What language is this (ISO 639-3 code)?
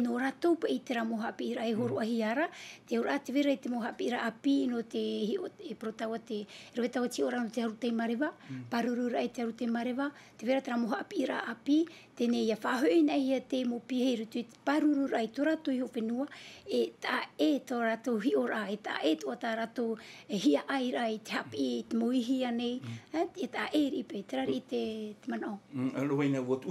tah